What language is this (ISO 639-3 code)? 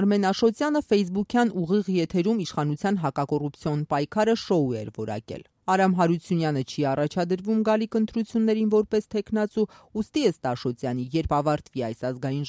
hye